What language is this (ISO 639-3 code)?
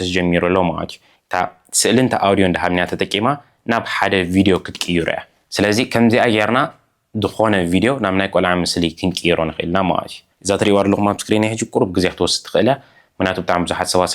tir